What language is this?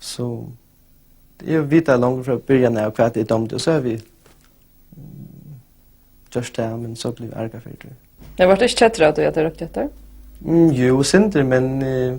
Faroese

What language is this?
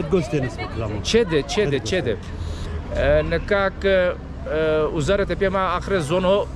Zaza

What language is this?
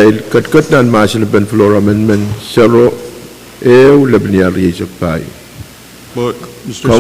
Pohnpeian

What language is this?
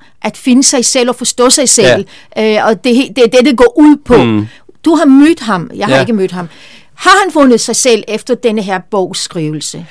Danish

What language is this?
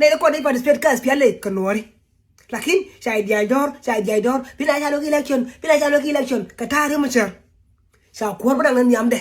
Nuer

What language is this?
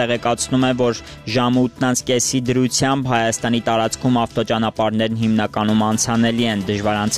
Armenian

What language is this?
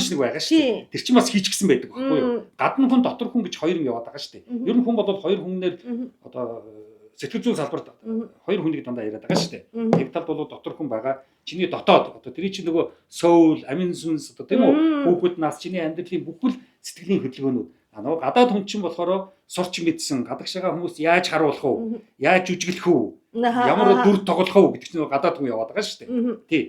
Mongolian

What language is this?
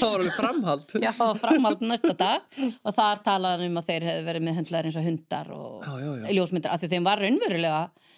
Icelandic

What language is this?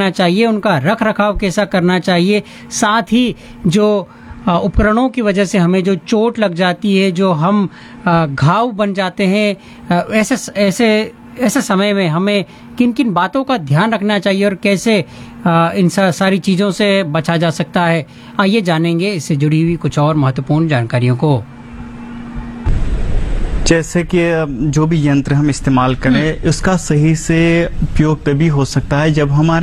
Hindi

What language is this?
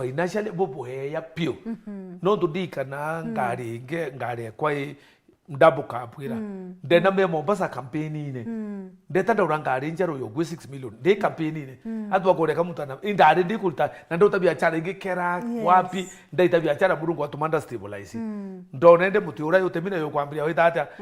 Meru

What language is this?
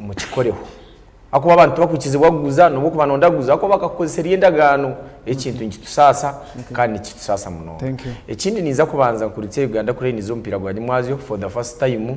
Nyankole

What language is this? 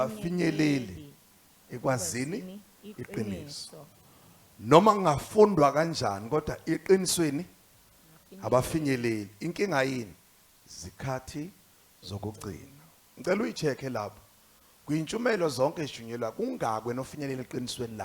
Zulu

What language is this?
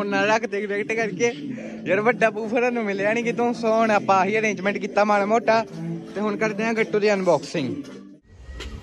Punjabi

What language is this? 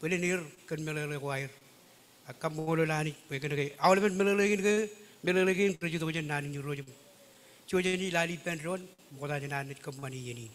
Marshallese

